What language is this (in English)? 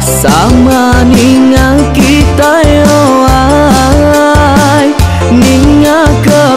Iban